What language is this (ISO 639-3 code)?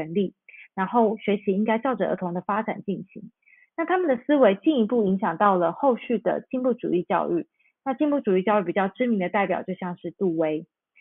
zho